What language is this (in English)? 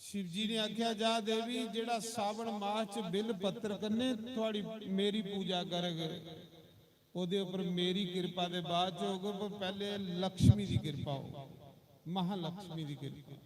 Dogri